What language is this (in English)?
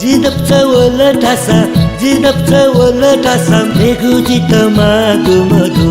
Newari